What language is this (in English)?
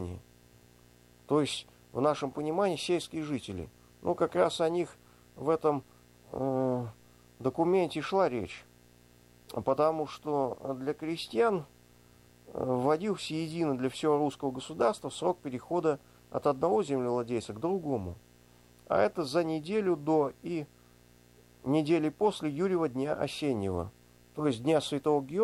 Russian